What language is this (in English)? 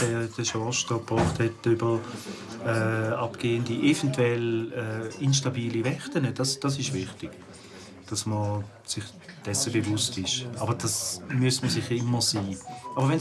Swiss German